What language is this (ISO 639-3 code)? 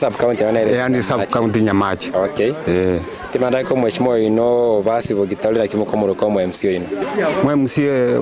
guz